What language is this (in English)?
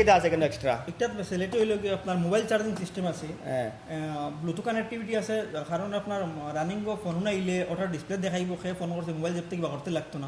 Sylheti